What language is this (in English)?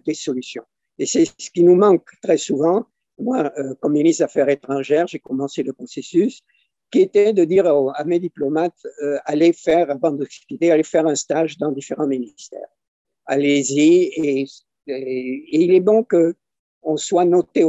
French